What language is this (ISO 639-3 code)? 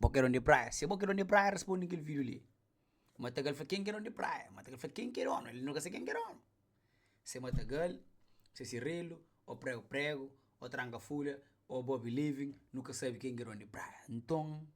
kea